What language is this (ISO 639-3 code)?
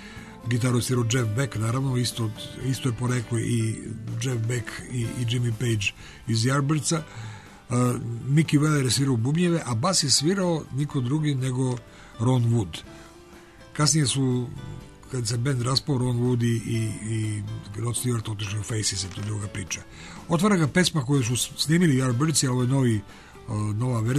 srp